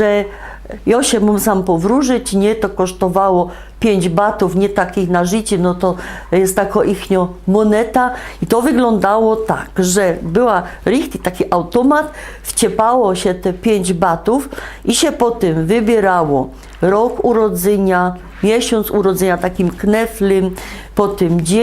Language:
Silesian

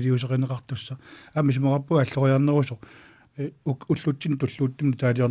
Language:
Kalaallisut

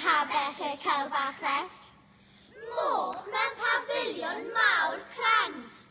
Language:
Welsh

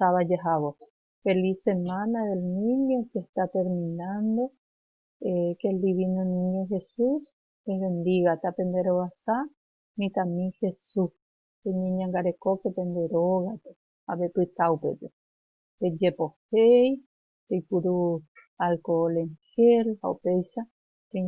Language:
Guarani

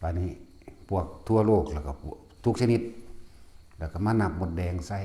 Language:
Lao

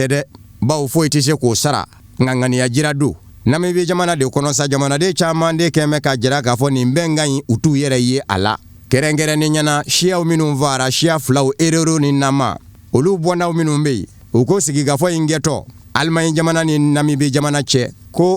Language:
Bambara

